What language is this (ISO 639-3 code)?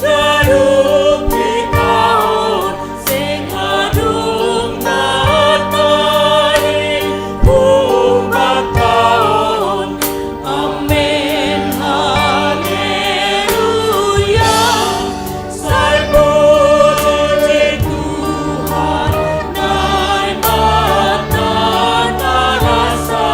bts